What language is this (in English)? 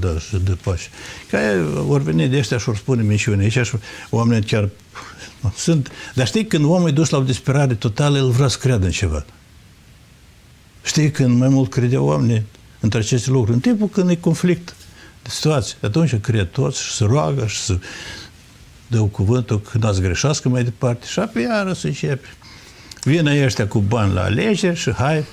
Romanian